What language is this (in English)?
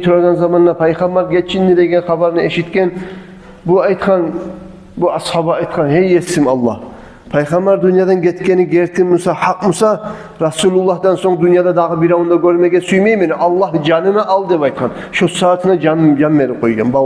Kumyk